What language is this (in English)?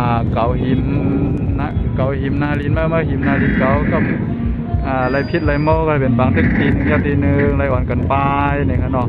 Shan